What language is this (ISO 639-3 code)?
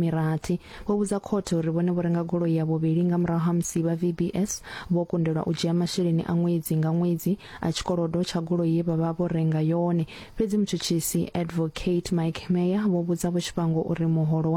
ven